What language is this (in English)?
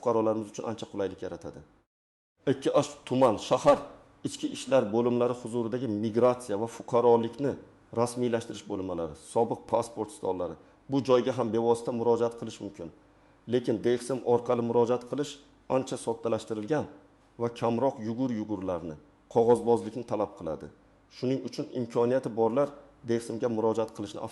Uzbek